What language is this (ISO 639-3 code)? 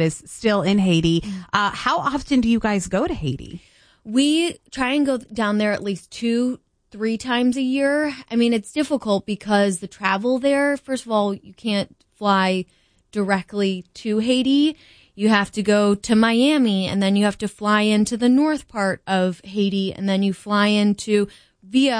eng